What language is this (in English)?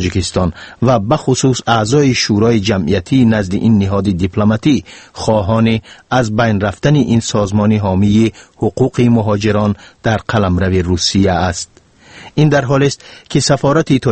Tajik